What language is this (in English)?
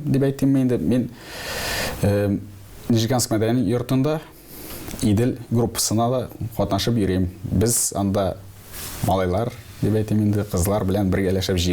Tatar